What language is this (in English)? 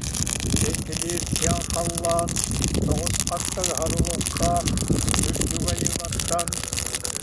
Yakut